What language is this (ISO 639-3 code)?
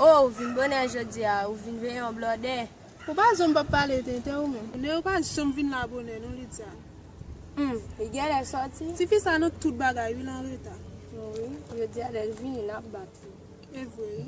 hat